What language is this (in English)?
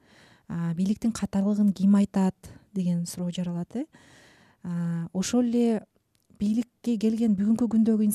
Kyrgyz